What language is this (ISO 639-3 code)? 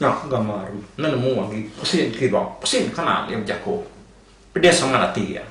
iba